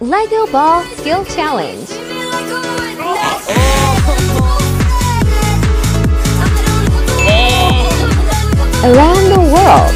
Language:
English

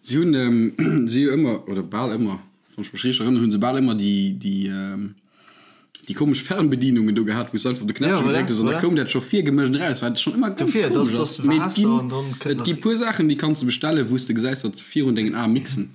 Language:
Luxembourgish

